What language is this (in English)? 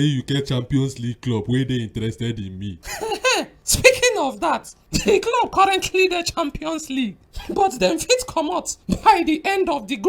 Nigerian Pidgin